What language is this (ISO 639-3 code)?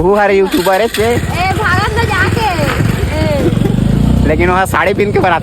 hne